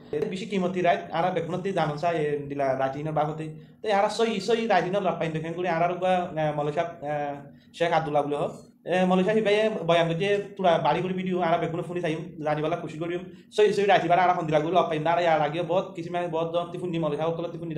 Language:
Rohingya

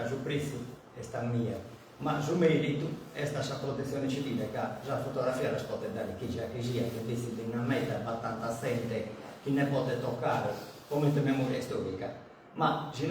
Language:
Sardinian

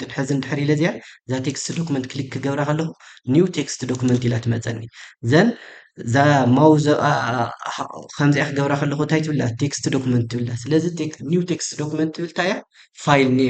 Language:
Tigrinya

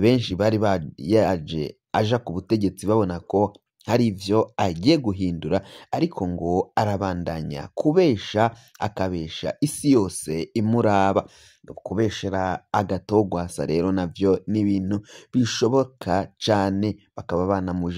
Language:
Rundi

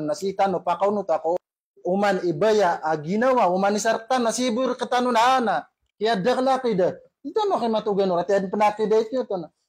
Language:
Maranao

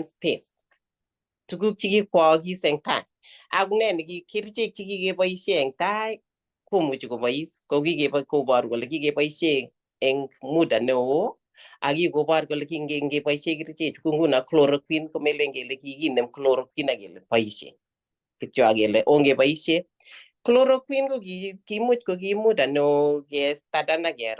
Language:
Kalenjin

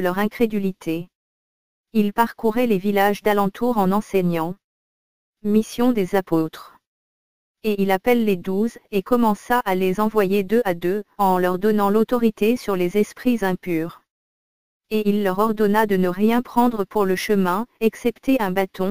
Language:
French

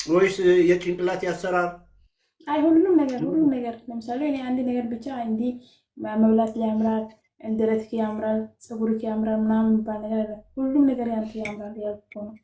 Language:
Amharic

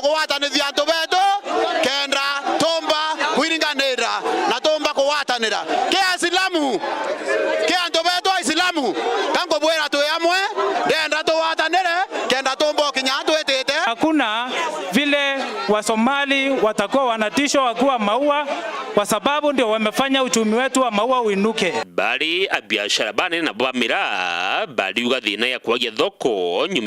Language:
Meru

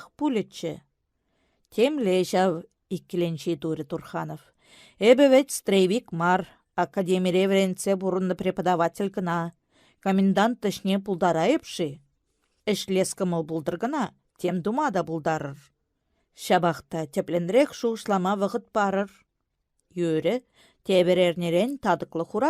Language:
Chuvash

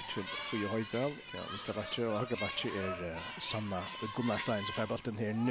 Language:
Faroese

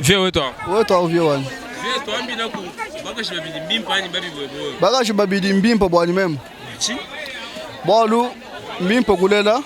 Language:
Luba-Lulua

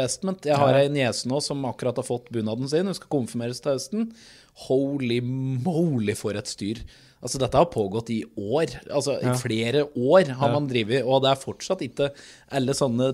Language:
Norwegian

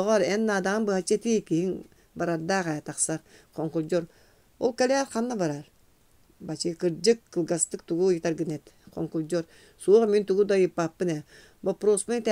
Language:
Yakut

